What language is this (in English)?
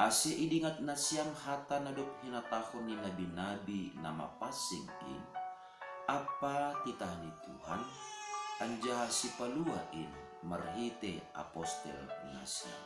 Batak Simalungun